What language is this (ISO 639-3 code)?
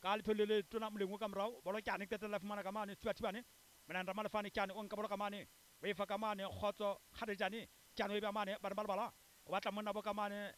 sot